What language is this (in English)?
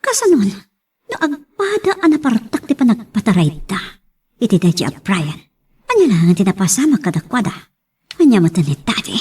Iloko